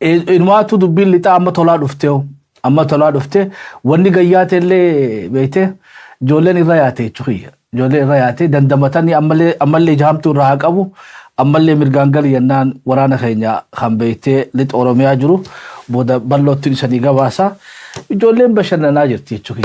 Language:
Oromo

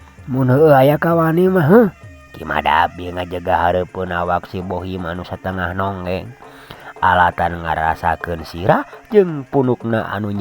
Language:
Sundanese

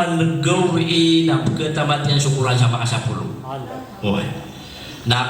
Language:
Maranao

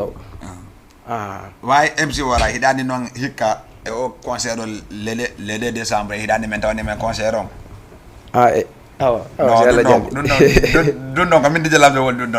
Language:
Fula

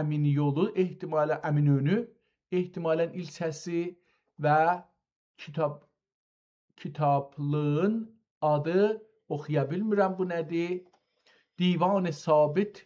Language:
South Azerbaijani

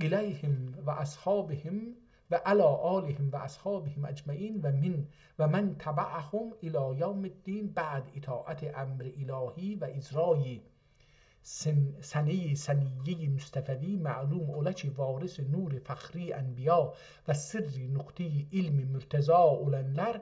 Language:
South Azerbaijani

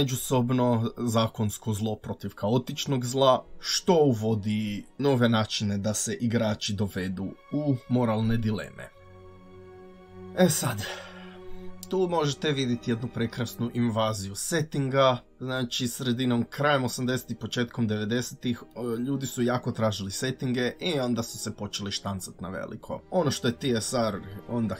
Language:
Croatian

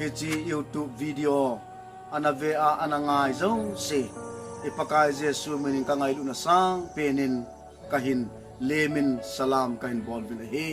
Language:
Thado Chin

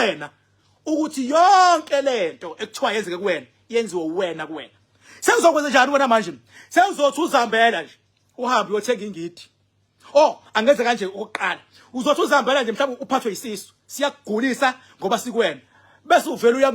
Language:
Zulu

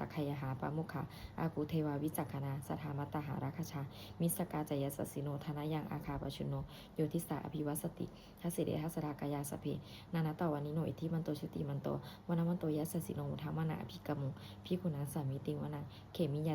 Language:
Pali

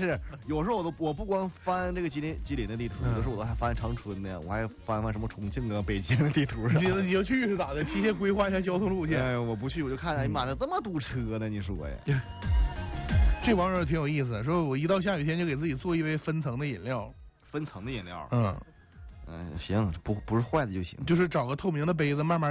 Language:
Chinese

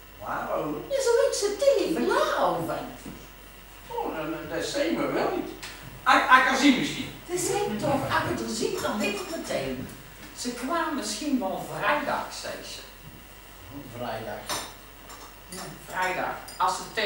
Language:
Dutch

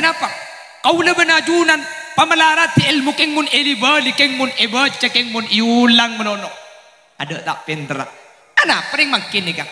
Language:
Madurese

